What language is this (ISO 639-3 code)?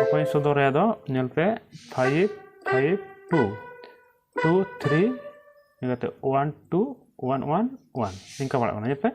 sat